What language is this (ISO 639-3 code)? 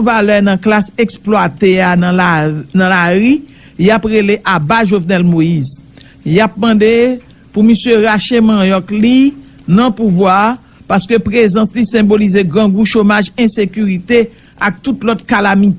hat